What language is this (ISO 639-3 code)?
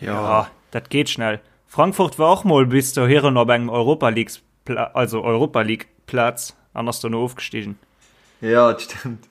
ltz